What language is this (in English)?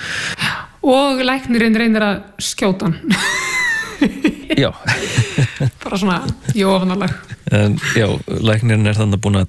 Icelandic